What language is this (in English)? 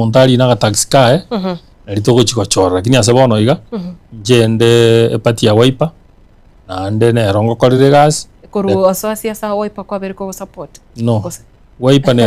Gusii